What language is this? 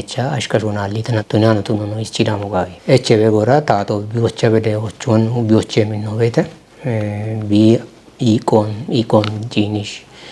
Kafa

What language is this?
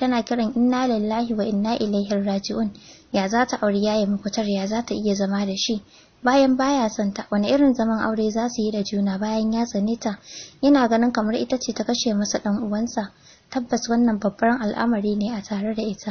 Hausa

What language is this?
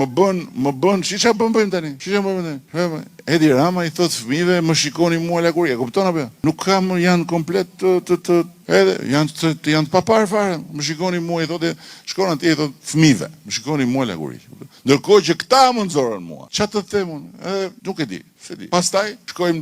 Albanian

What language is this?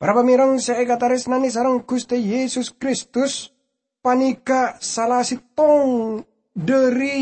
Madurese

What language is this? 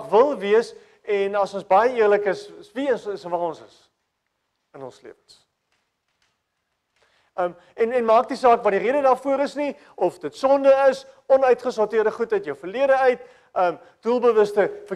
Afrikaans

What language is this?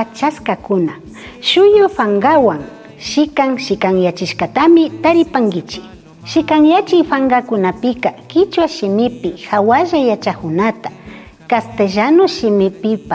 Imbabura Highland Quichua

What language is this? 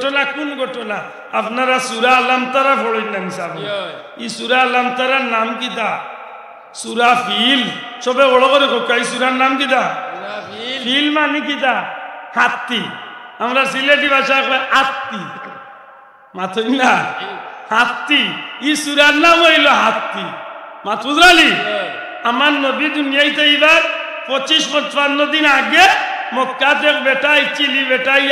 Sylheti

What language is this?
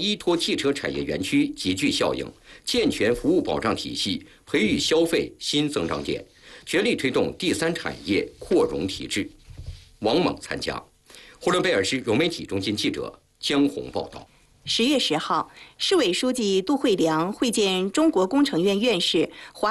Chinese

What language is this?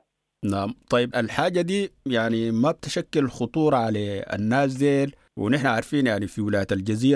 Sudanese Arabic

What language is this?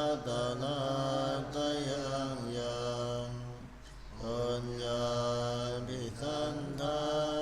Pali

